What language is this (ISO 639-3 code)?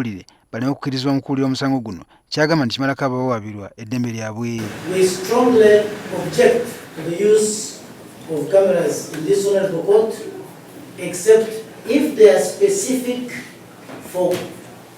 lug